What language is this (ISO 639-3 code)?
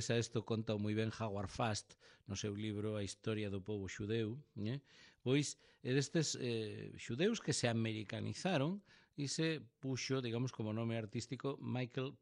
glg